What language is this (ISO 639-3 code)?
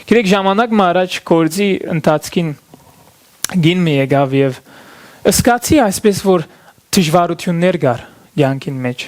hyw